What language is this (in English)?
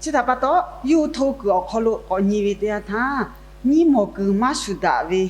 Lahu